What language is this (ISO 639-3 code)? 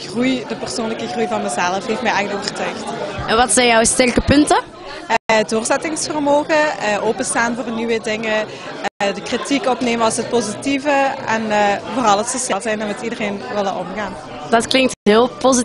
nld